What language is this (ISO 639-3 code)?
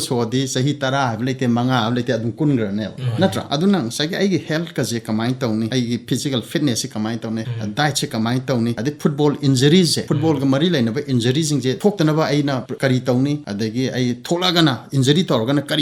mni